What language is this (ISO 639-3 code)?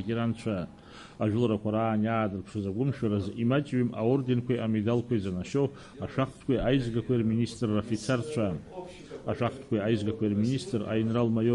abk